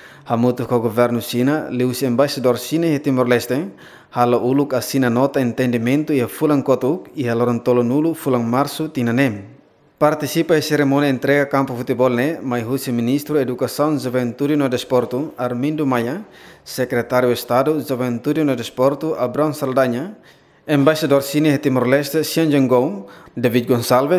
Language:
Tetum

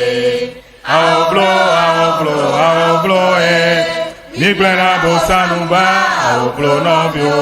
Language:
Ewe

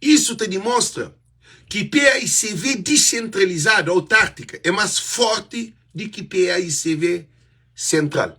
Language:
Kabuverdianu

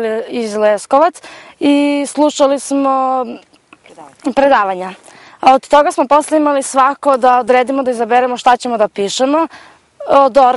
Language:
Serbian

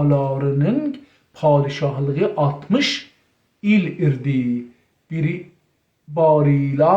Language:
South Azerbaijani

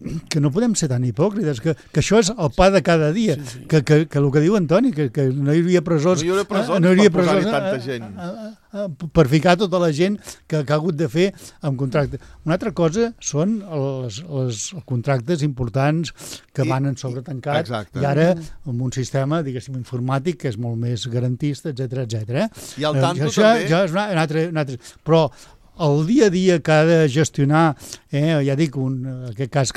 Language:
Catalan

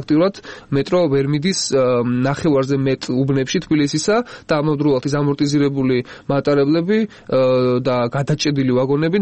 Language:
Georgian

